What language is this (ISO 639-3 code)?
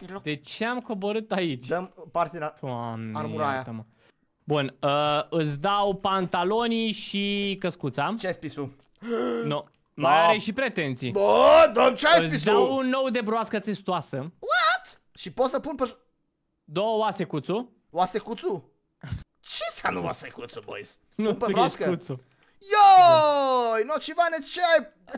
ron